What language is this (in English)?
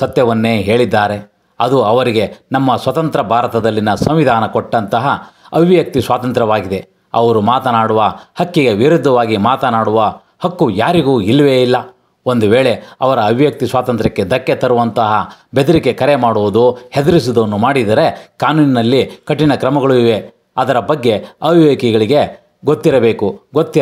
Kannada